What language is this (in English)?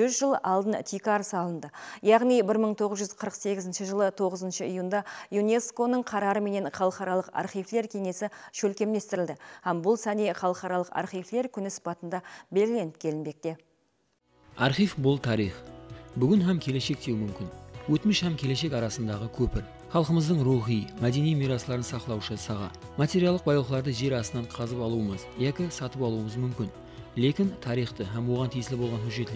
Kara-Kalpak